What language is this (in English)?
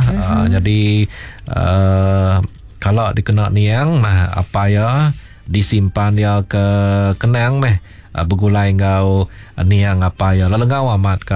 Iban